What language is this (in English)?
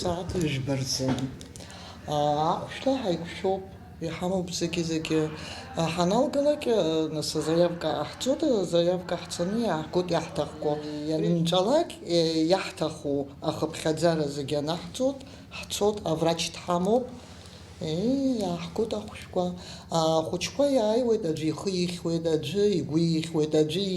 Abkhazian